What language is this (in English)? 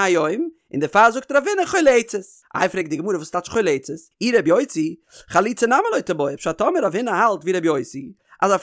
Yiddish